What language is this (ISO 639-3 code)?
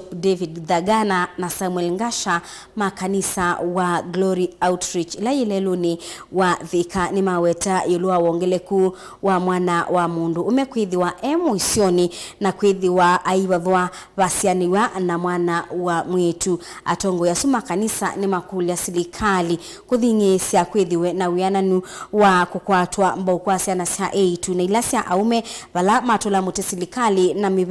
kam